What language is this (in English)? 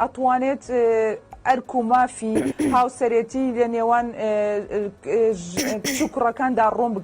Central Kurdish